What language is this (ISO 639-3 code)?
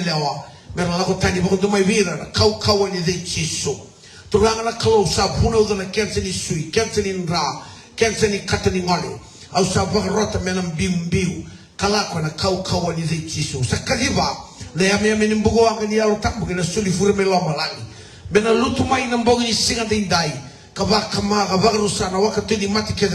fij